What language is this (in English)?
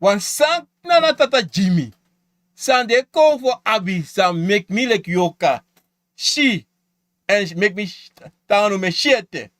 Sranan Tongo